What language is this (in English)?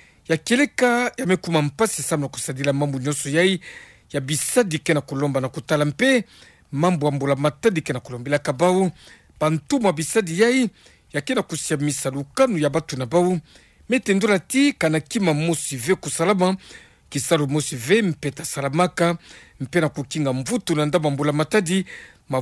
Kituba (Democratic Republic of Congo)